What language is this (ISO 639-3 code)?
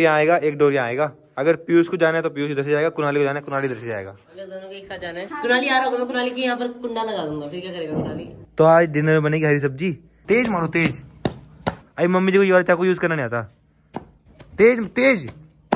hin